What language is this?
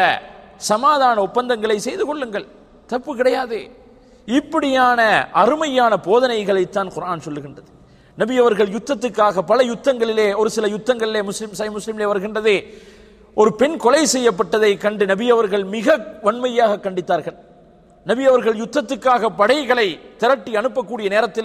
Tamil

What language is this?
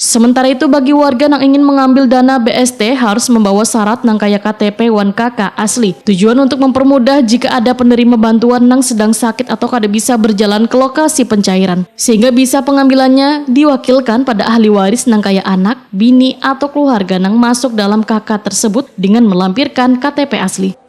Banjar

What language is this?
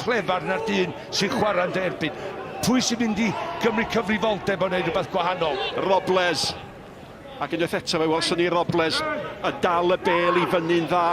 Welsh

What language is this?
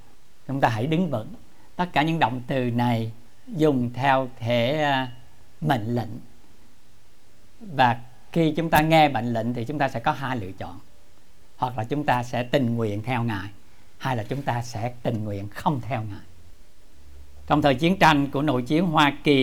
Vietnamese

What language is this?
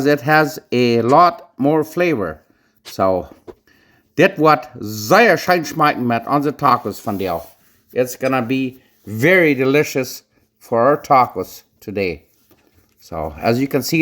Plautdietsch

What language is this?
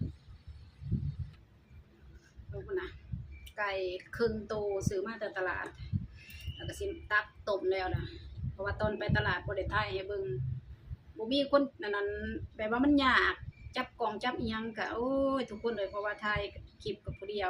Lao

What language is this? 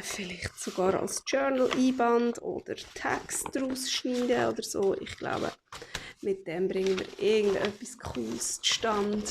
Swiss German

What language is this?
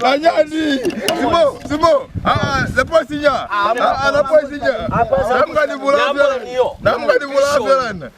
Lozi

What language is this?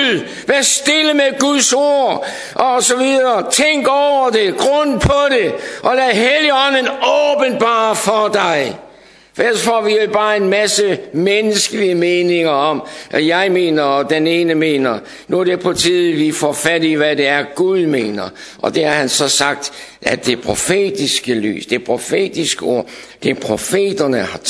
Danish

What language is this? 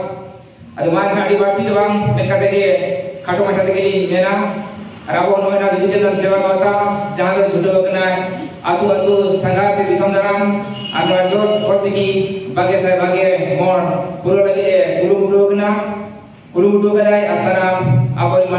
Santali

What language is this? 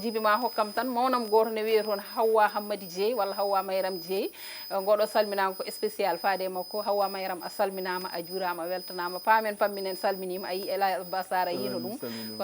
Fula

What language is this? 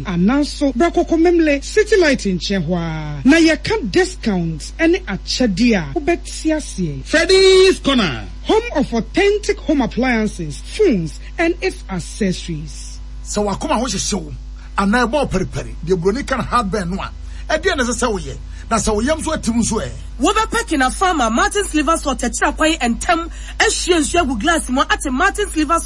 Akan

